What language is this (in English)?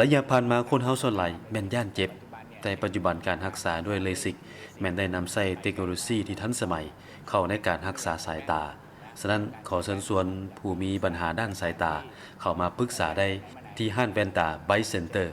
Lao